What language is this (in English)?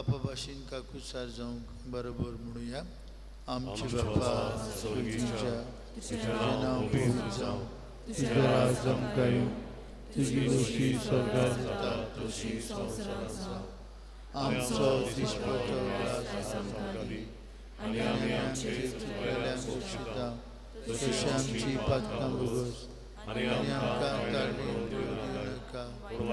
Konkani